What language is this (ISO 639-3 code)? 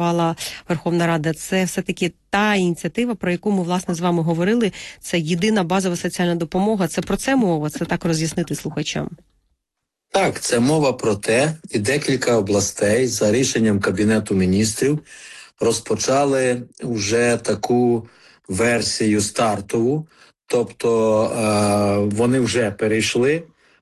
ukr